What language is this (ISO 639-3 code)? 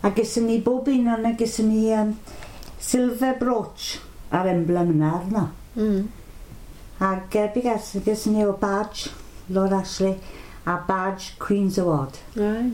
cym